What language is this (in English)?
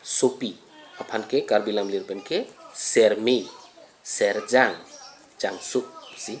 Karbi